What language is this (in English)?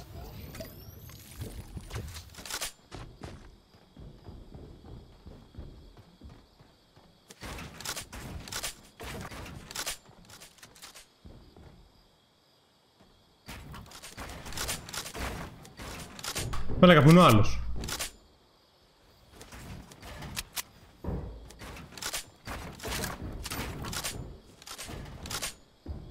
Greek